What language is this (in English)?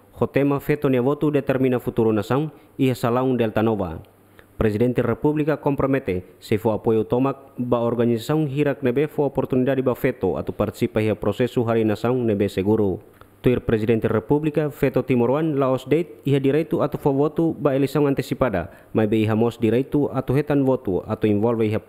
Tetum